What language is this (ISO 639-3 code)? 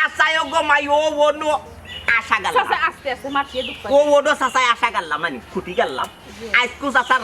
syl